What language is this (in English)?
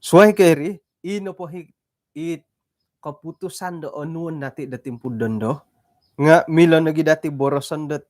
Central Dusun